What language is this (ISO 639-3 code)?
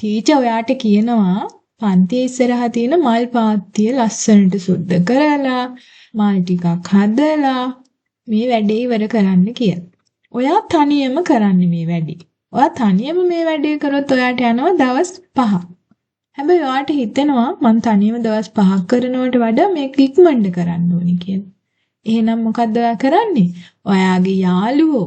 sin